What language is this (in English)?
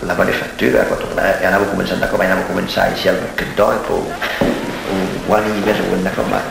Occitan